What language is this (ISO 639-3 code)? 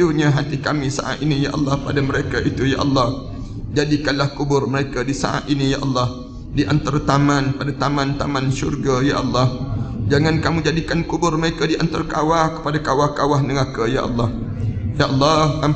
msa